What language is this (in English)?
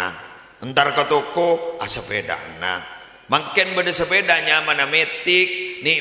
Madurese